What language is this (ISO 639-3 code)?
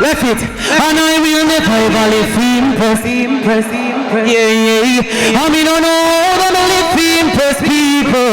jam